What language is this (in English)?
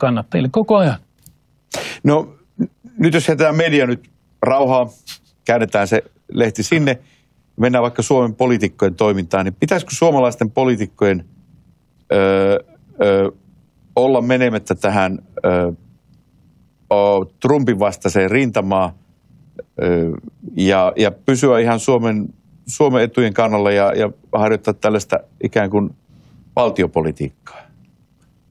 Finnish